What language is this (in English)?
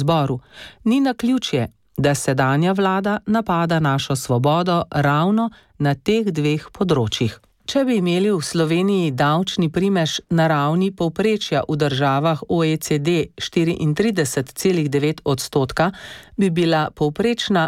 Slovenian